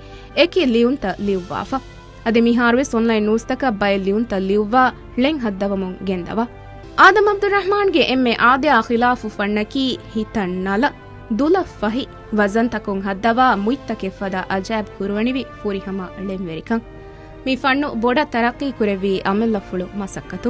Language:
Divehi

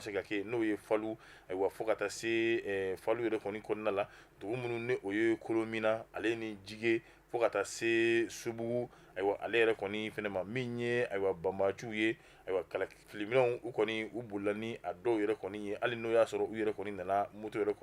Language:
Bambara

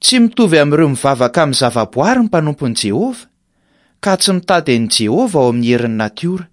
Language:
Malagasy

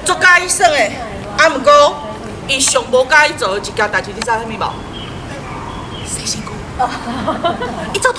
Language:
Min Nan Chinese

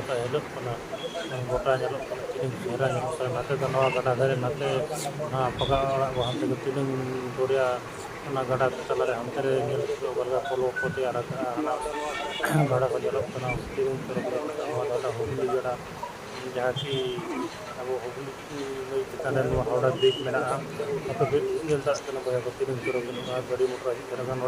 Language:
Santali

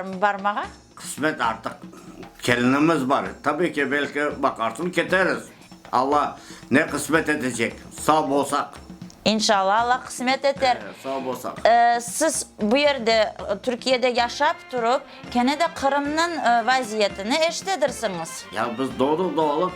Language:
Crimean Tatar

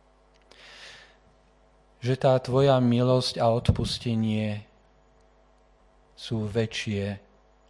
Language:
Slovak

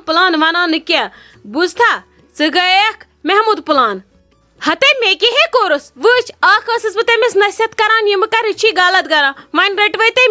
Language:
Kashmiri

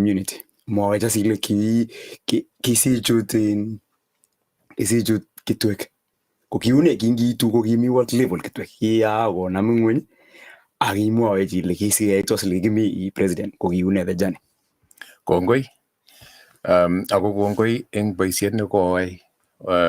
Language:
Kalenjin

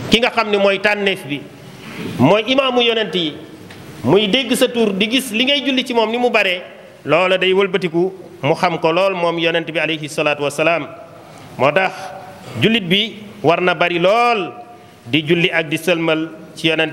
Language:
Wolof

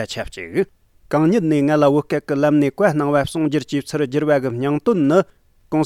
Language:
Tibetan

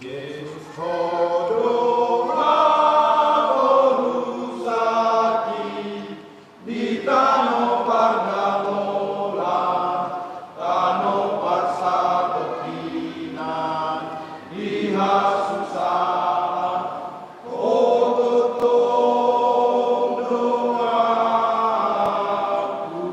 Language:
Batak Toba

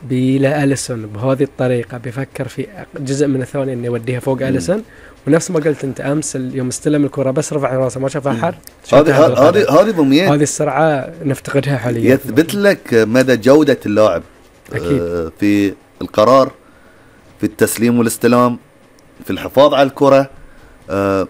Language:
Gulf Arabic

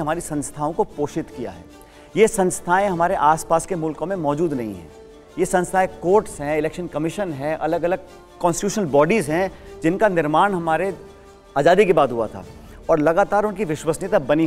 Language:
Hindi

